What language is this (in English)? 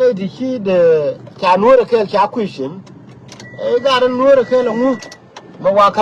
Nuer